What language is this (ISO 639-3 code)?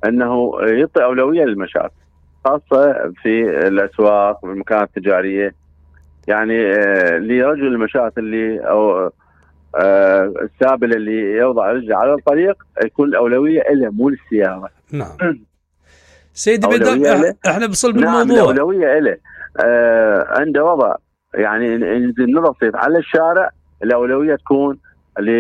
acm